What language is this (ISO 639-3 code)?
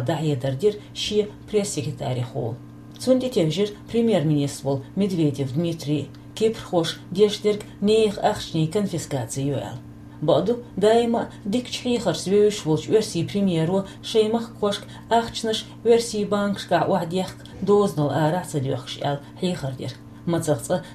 che